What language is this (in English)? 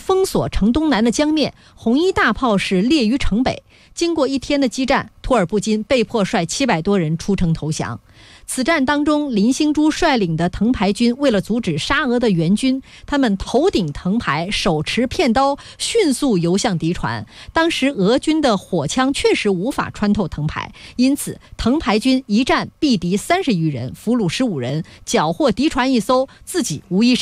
Chinese